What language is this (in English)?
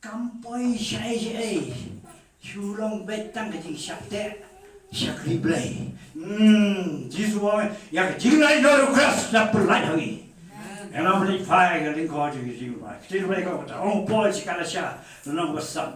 Khasi